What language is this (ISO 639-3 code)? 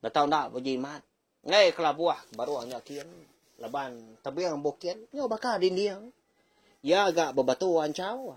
iba